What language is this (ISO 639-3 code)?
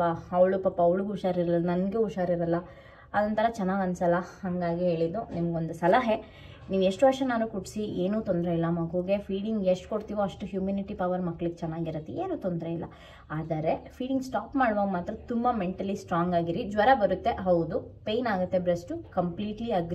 kan